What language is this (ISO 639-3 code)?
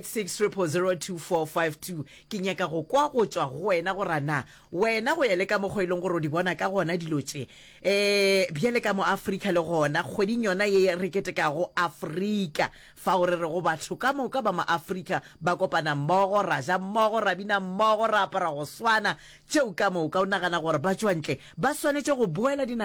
nso